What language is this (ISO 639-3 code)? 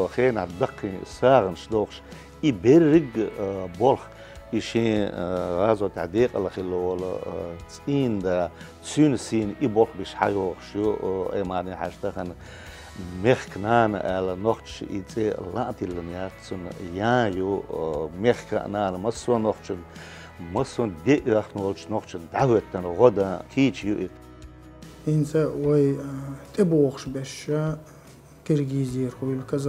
che